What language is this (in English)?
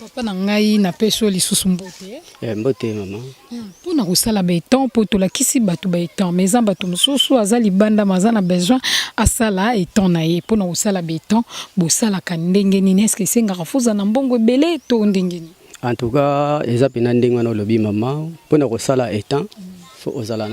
Lingala